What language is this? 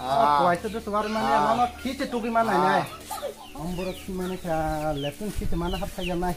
Kok Borok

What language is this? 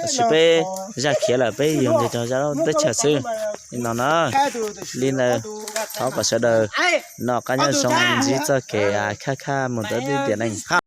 Hmong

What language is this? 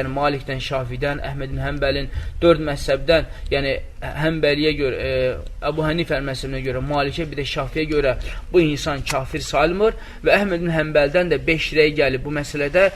Azerbaijani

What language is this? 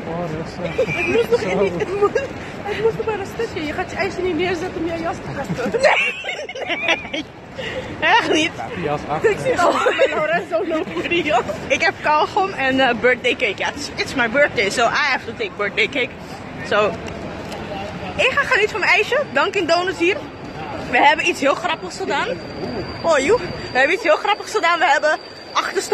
Dutch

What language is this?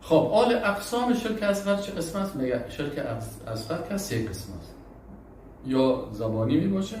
Persian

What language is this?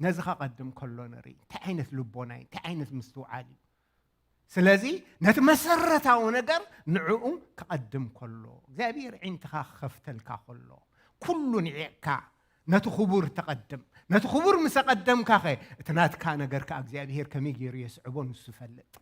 Tigrinya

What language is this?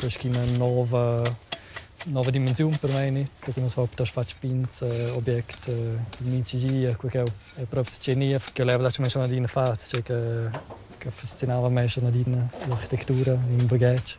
Romansh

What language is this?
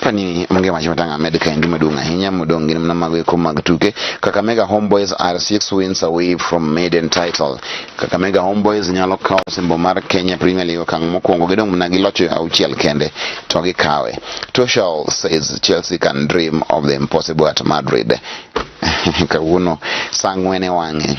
Luo (Kenya and Tanzania)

